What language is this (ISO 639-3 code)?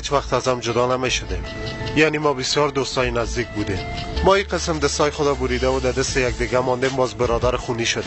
fas